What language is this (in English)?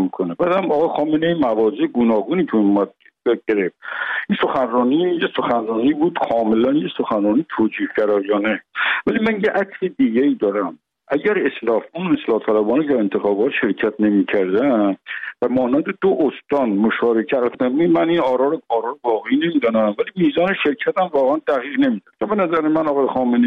Persian